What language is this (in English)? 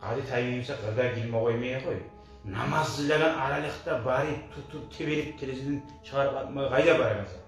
Kumyk